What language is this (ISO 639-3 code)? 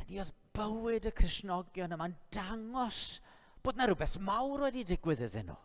cym